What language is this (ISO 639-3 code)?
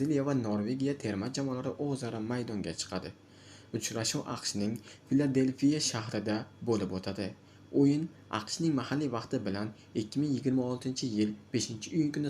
uzb